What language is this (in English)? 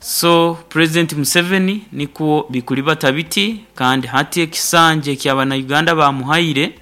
Nyoro